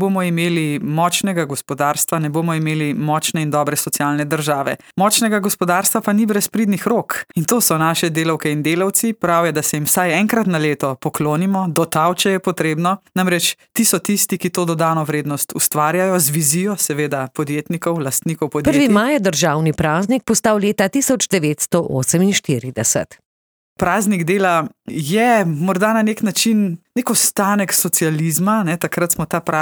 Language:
Slovenian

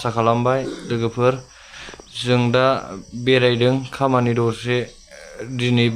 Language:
Bodo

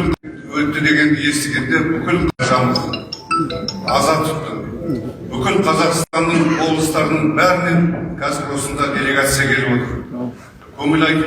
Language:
Kazakh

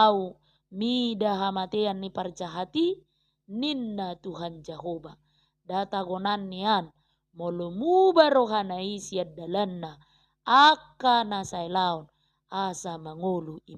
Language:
Batak Toba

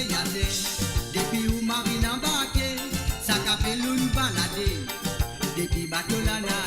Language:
Morisyen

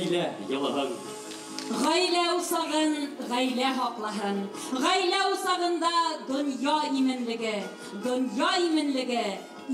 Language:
Bashkir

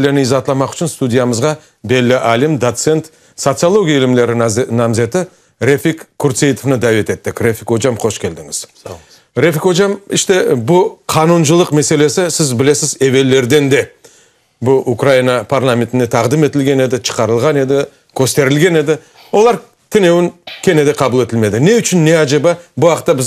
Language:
Crimean Tatar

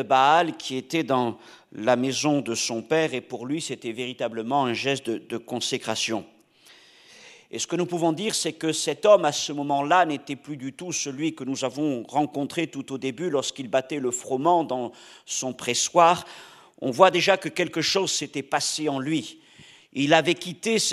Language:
French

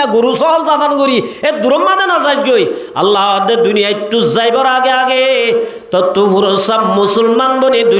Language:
Rohingya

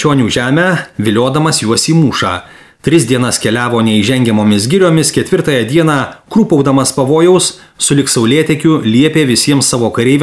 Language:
Lithuanian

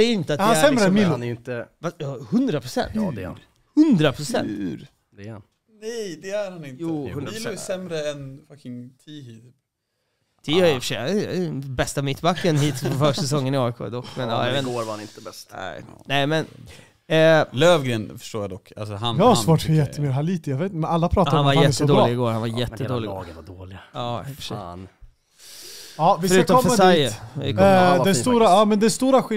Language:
Swedish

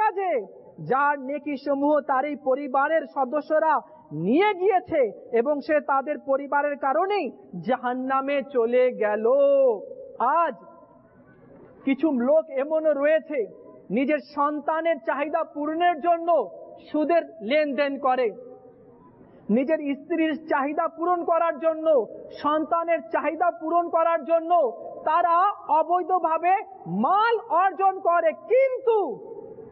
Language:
Bangla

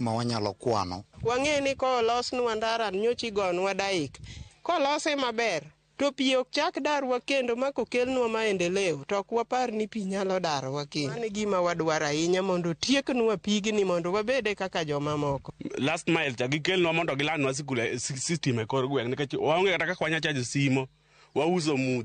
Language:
Luo (Kenya and Tanzania)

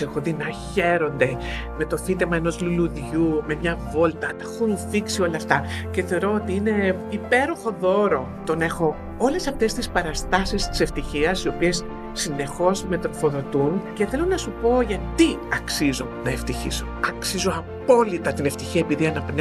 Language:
Greek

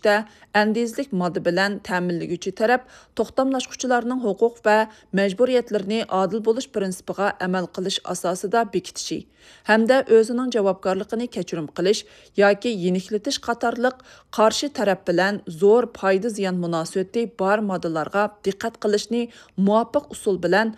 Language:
Uyghur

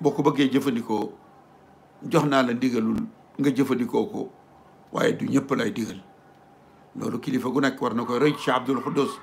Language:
Wolof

